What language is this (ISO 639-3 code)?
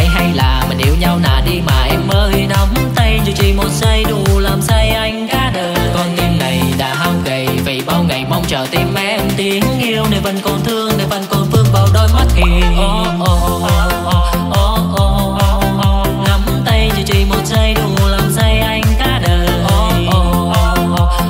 vie